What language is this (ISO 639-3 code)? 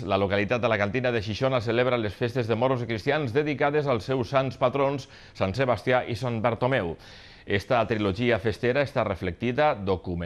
cat